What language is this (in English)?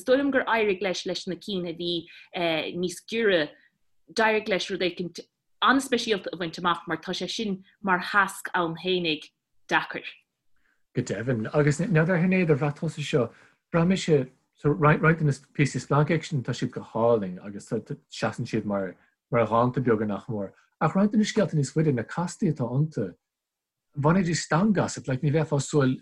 Irish